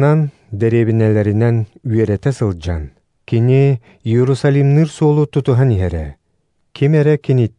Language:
Yakut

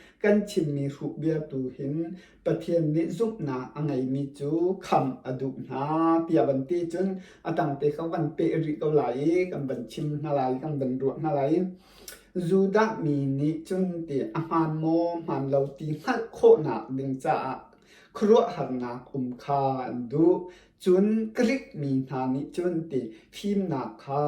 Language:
Hakha Chin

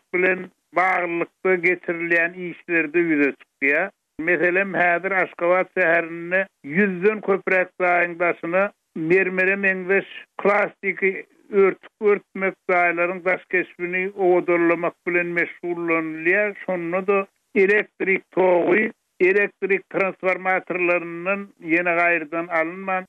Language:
Turkmen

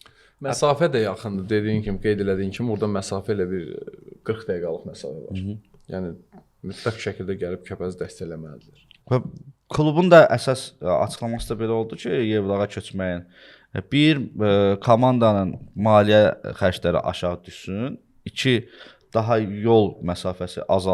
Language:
Azerbaijani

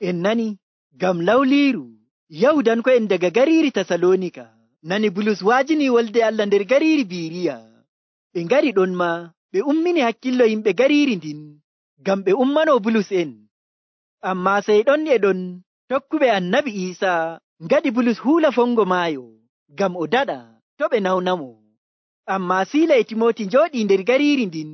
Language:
Nigerian Fulfulde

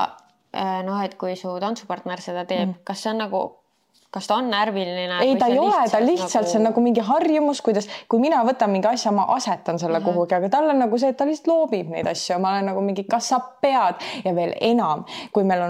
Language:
Estonian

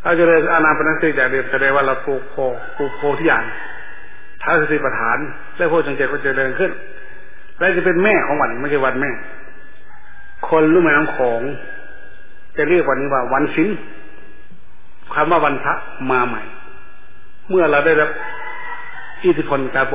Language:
Thai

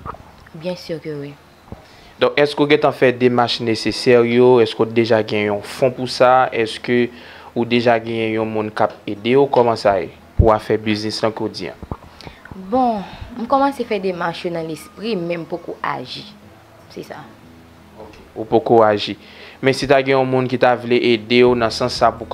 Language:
Haitian Creole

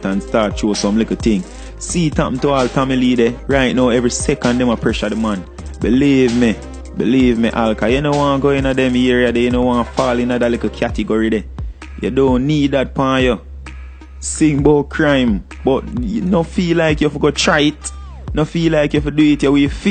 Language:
Jamaican Creole English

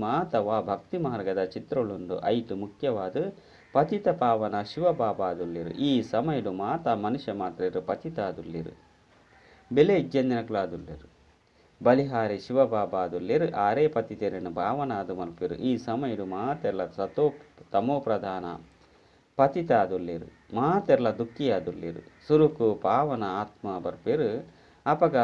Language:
Tulu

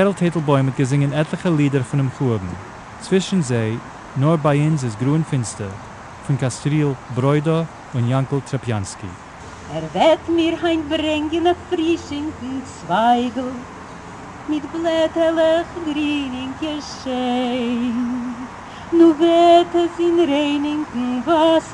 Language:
Yiddish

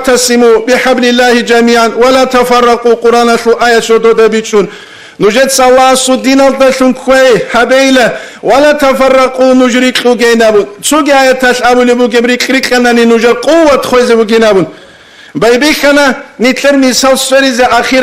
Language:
Avaric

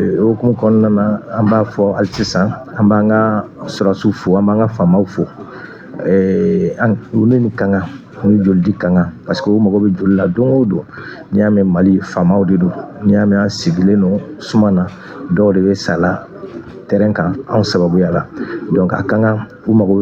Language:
Bambara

